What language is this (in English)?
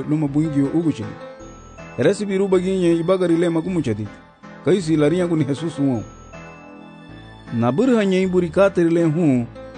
Garifuna